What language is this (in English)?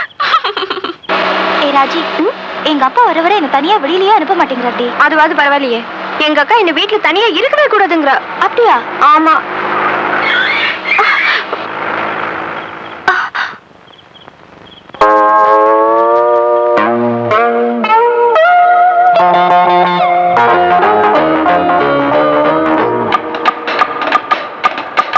Tamil